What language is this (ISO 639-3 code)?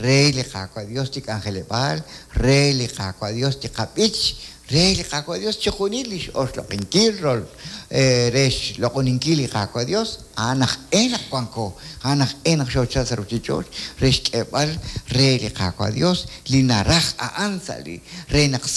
kek